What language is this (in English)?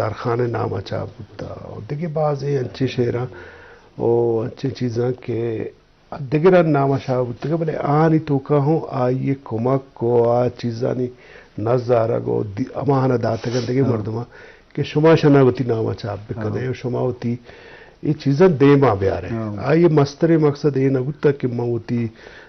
Eastern Balochi